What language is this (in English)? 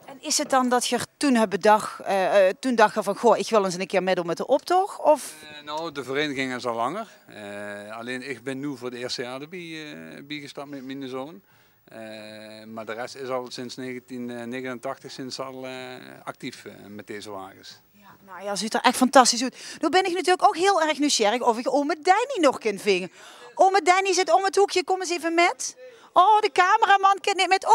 Limburgish